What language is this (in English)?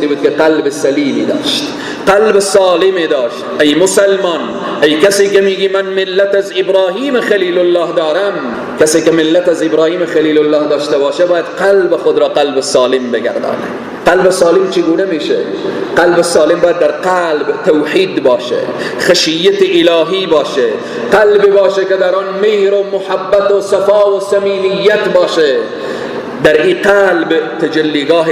Persian